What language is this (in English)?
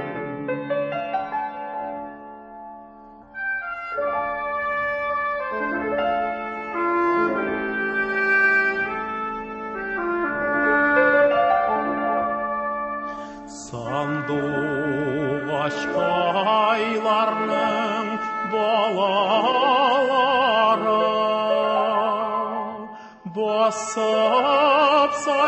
Tatar